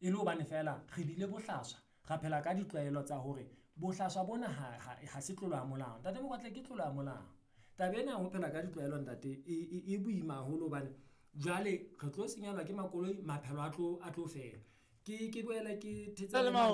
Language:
Southern Sotho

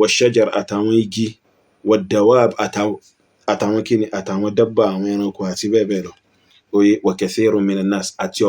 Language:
Yoruba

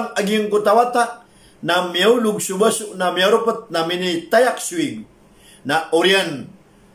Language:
Maranao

